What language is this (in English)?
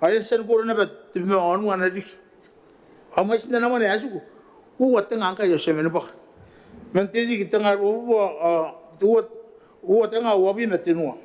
Gilbertese